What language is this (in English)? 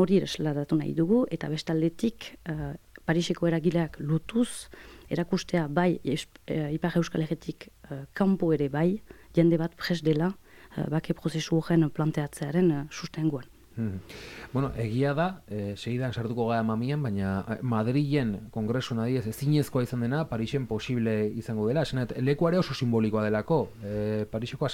Basque